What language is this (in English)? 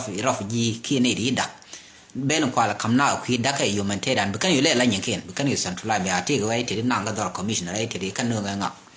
Nuer